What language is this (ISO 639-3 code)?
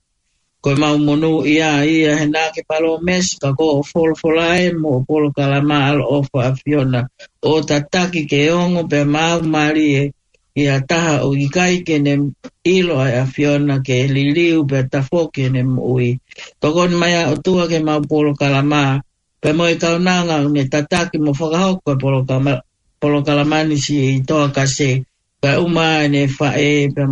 ton